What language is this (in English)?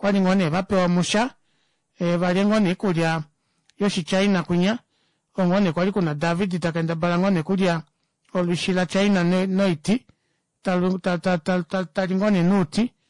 Kuanyama